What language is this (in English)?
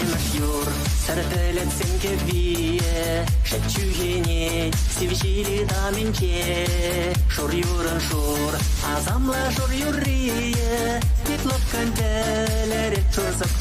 Chuvash